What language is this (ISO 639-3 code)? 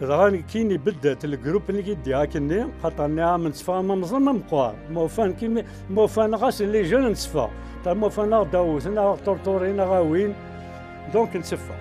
kab